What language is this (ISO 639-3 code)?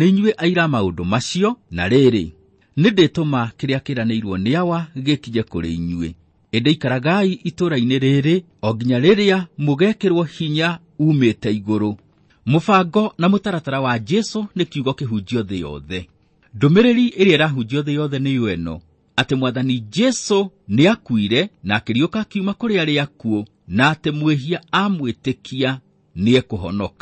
kik